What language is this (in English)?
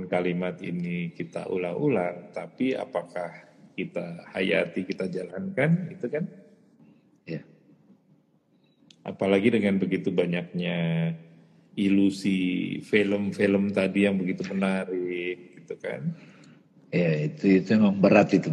Indonesian